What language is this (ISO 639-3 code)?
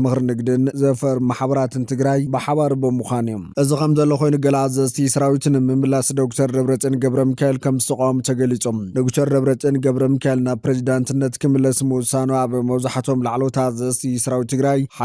tir